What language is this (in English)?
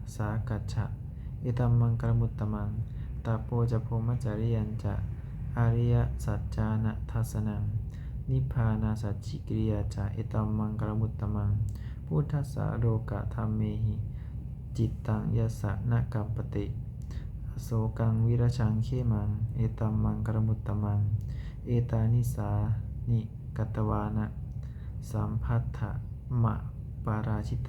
Pali